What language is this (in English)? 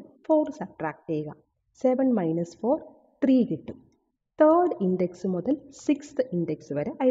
Malayalam